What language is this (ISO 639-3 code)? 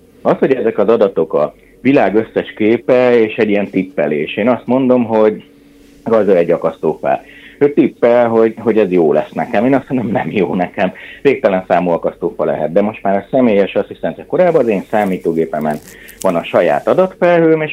hun